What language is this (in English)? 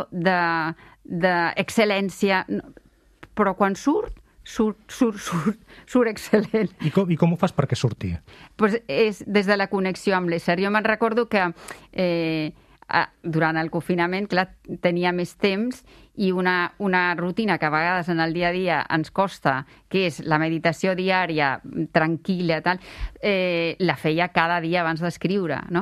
Catalan